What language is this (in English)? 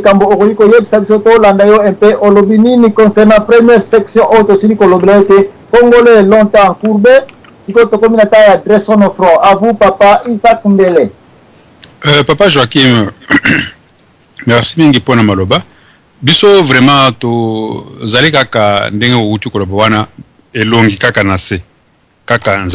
Lingala